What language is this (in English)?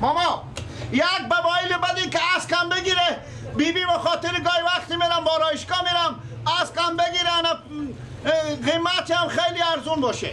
Persian